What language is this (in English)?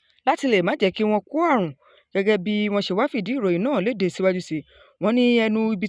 Yoruba